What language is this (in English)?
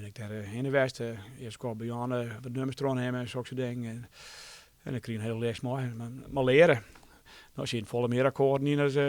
Western Frisian